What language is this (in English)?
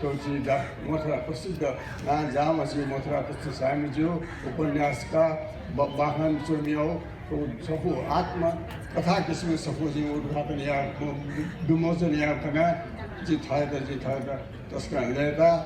Newari